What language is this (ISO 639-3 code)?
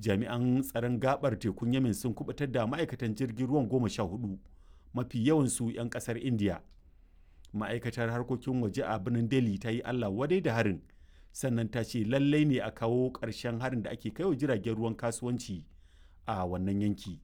hau